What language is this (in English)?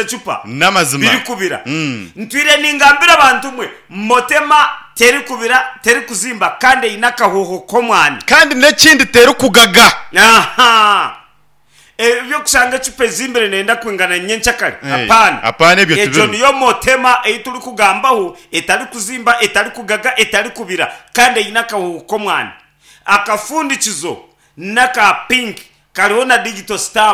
Nyankole